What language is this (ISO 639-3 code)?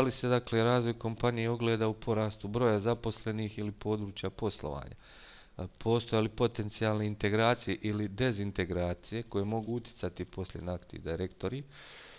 bos